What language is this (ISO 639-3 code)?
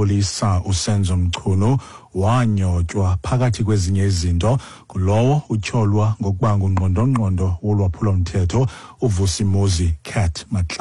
xho